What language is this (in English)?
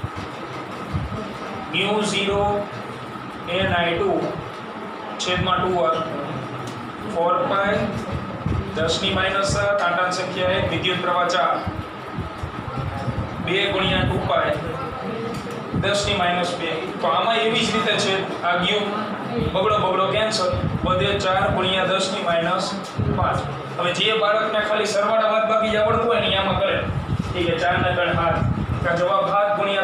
Gujarati